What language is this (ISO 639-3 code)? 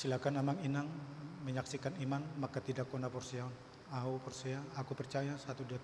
bbc